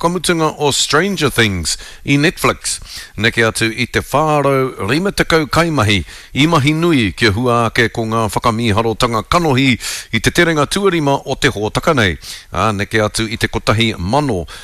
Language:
Māori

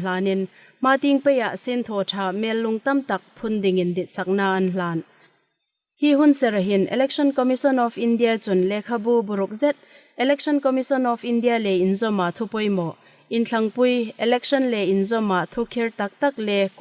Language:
Hmar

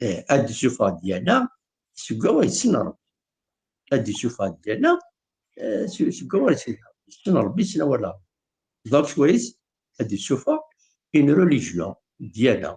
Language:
Kabyle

